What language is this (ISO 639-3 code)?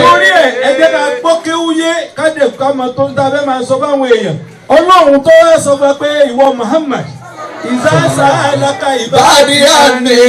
yor